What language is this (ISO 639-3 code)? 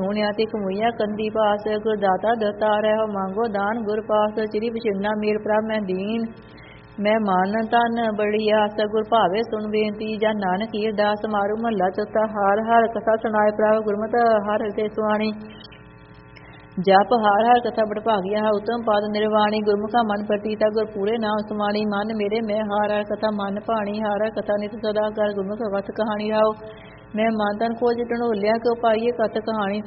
pan